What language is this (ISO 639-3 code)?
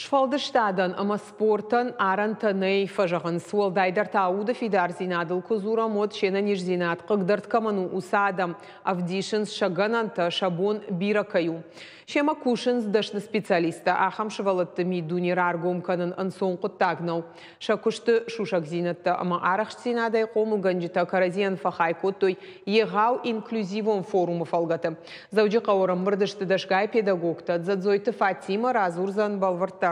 oss